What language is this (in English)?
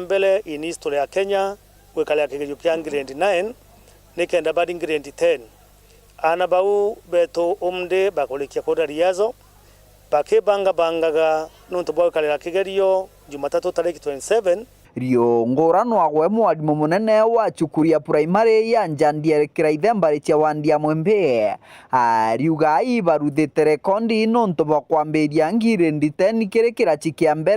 Meru